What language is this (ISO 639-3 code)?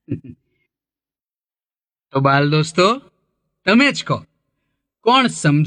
guj